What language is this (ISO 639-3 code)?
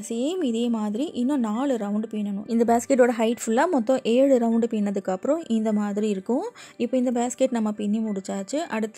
tam